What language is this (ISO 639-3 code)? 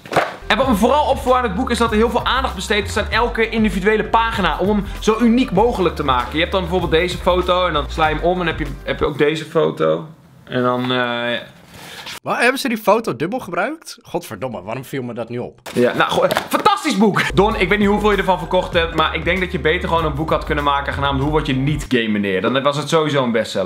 nld